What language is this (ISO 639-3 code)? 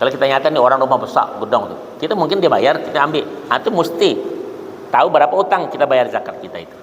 bjn